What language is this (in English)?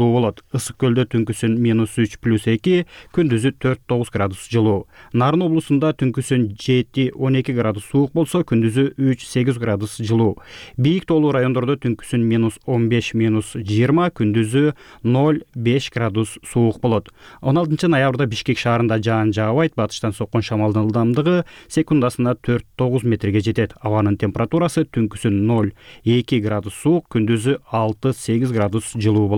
Kyrgyz